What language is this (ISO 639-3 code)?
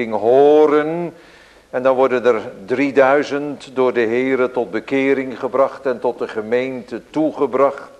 nld